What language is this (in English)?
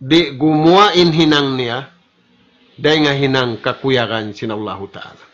Tausug